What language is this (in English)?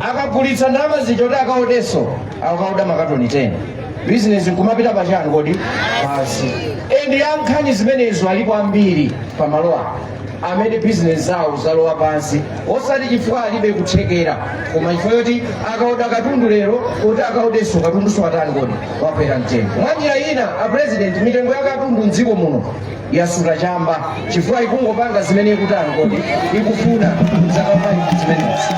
Nyanja